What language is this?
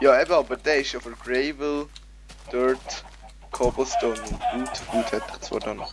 Swiss German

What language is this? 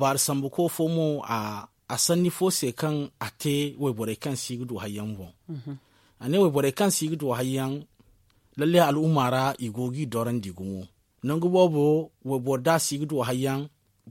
Zarma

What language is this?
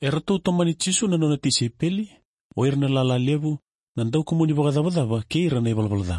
Fijian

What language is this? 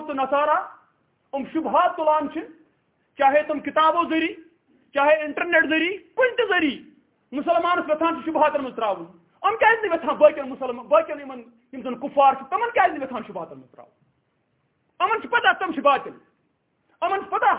Kashmiri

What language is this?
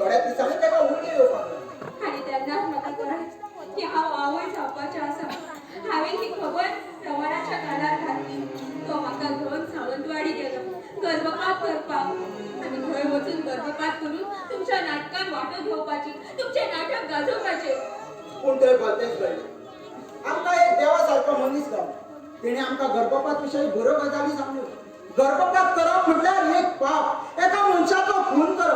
Konkani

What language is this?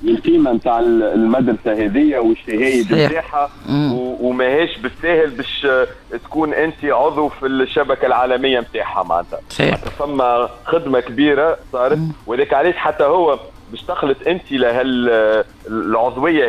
Tunisian Arabic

